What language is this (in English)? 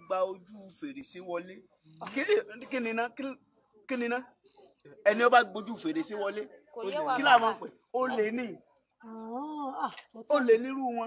Yoruba